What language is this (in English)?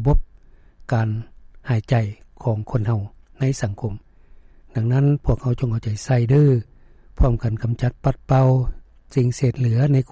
Lao